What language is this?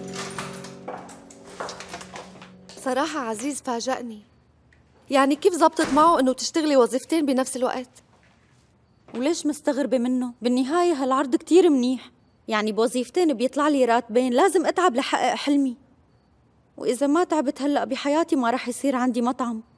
North Levantine Arabic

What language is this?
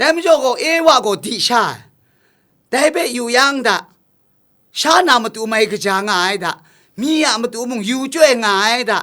Kachin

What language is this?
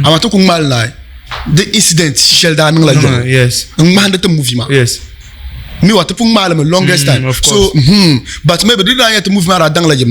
Dagbani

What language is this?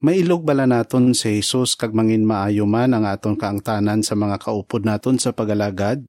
Hiligaynon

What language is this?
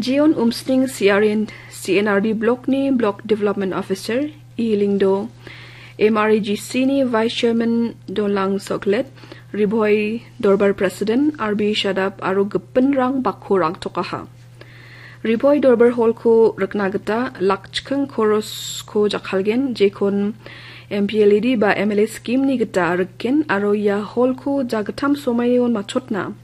Garo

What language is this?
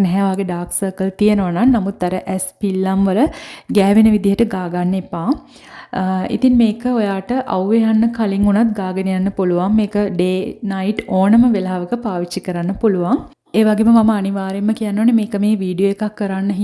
Sinhala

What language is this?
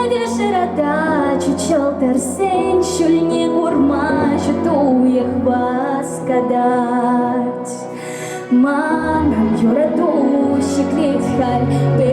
Chuvash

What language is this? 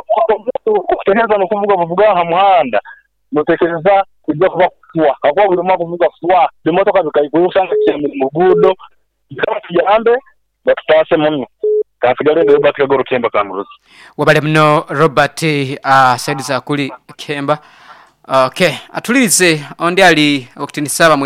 Nyoro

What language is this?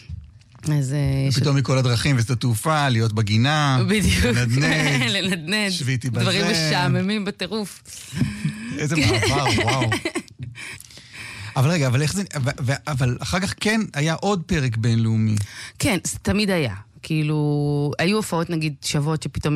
Hebrew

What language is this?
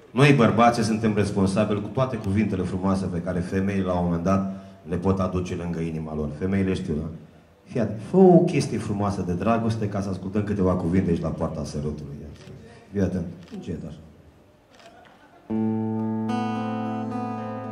Romanian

